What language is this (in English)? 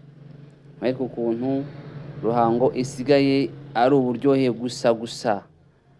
Kinyarwanda